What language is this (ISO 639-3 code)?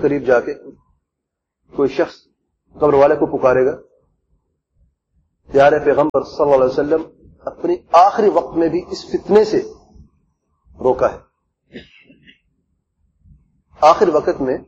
urd